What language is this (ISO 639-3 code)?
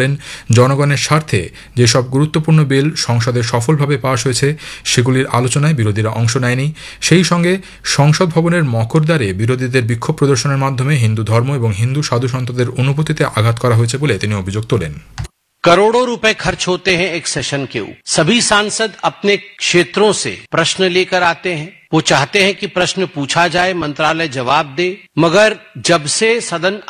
ben